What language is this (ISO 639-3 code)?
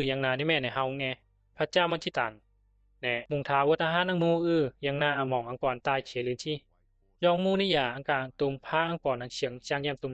bzi